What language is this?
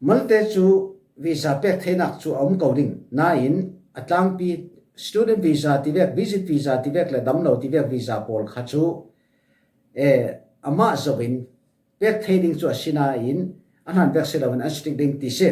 Falam Chin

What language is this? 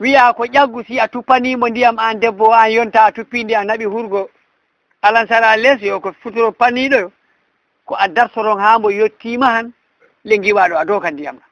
Fula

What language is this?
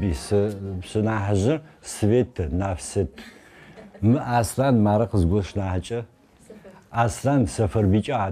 Adyghe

